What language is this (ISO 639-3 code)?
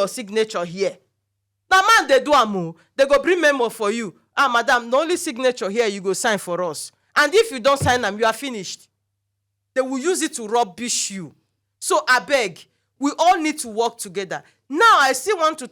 pcm